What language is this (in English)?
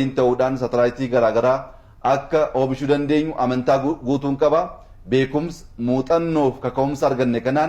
Oromo